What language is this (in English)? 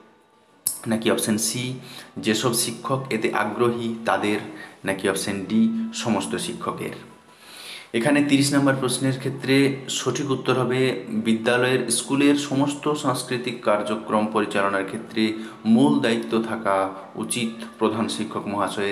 Bangla